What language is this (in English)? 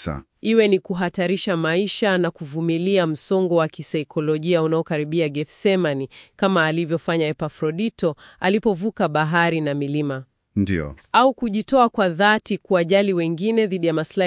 Swahili